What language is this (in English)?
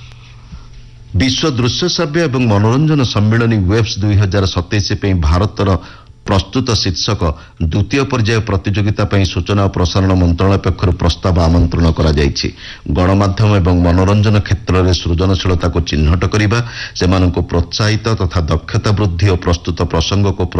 Odia